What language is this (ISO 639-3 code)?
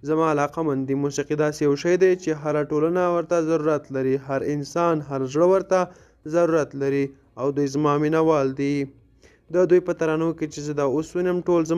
pus